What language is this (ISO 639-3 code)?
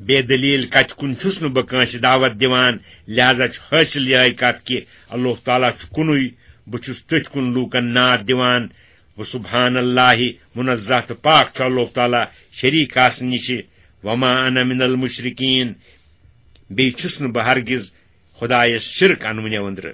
kas